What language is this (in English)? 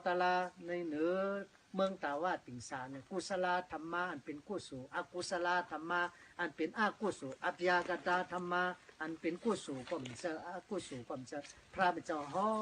Shan